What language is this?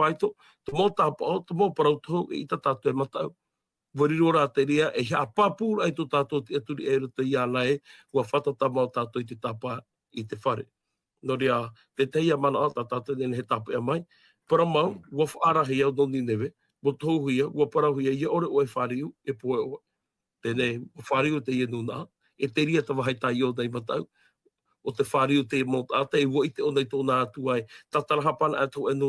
Tahitian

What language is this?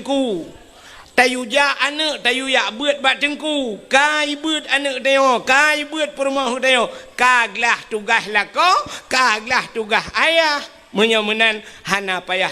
Achinese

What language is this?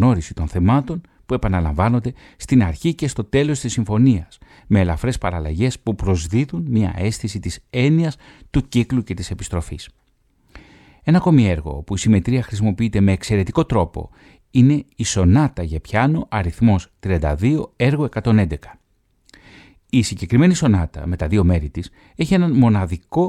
Greek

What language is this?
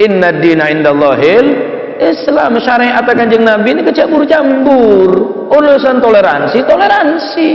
Madurese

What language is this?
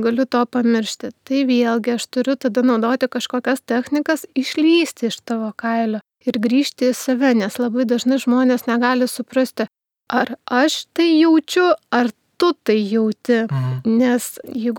Lithuanian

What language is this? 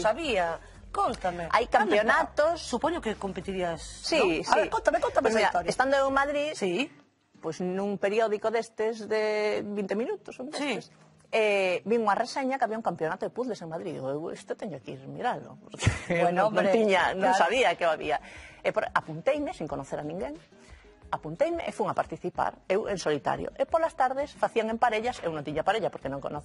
Galician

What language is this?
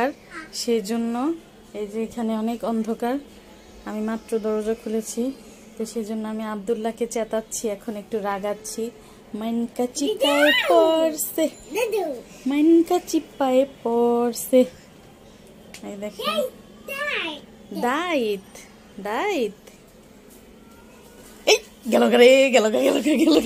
Bangla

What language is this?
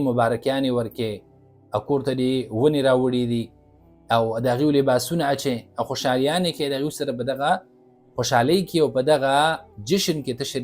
Pashto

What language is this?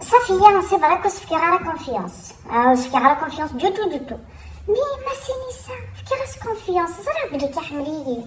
Kabyle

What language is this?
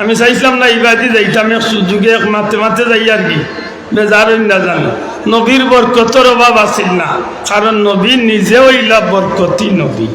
Sylheti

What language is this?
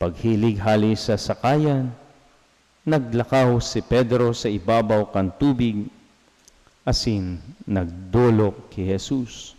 Bikol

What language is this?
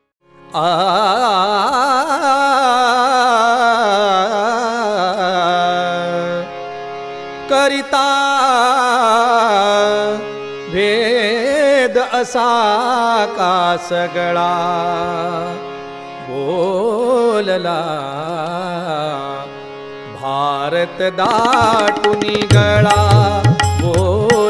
Marathi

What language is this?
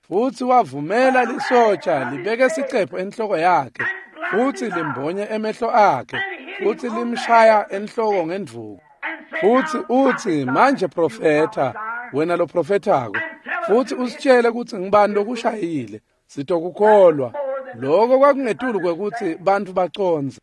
Swati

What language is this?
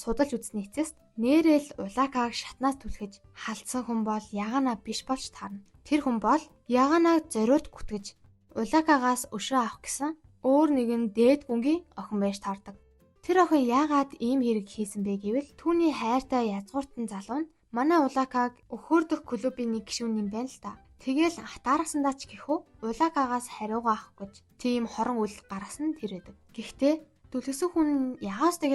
Mongolian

